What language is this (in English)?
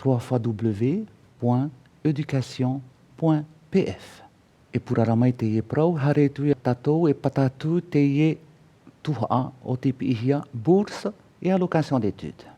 Tahitian